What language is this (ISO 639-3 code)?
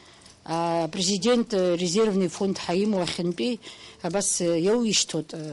abk